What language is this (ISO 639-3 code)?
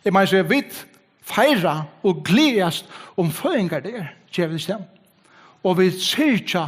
fao